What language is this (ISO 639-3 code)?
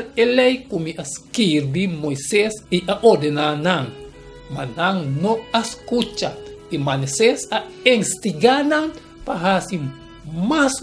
pap